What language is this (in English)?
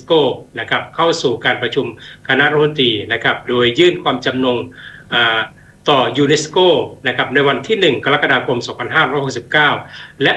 Thai